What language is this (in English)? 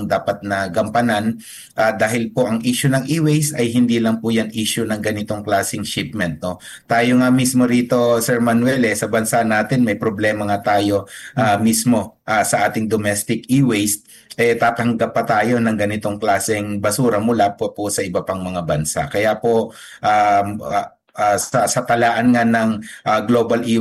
Filipino